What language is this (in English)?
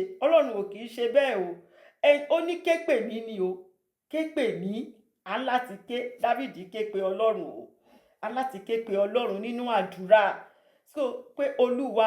Yoruba